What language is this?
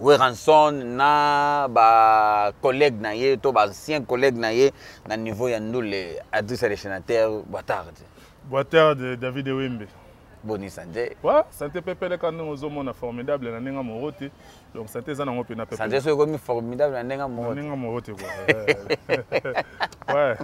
Lingala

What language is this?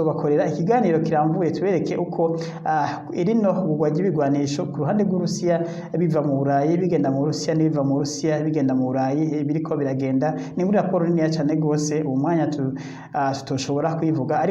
Rundi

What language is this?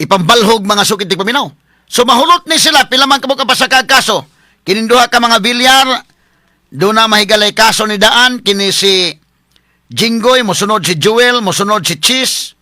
Cebuano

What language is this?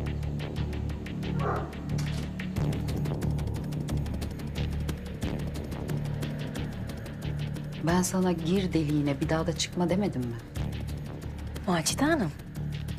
Turkish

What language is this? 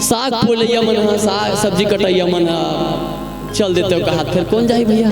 Chhattisgarhi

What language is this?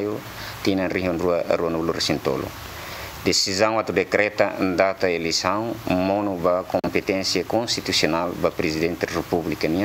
Tetum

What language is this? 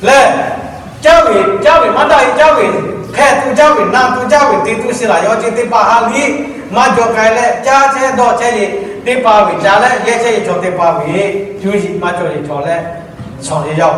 Lahu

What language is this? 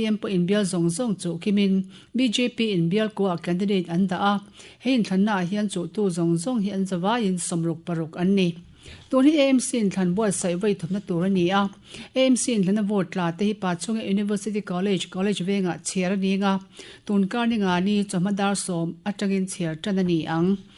Mizo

